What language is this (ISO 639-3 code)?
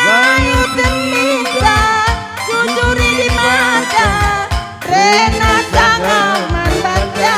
btx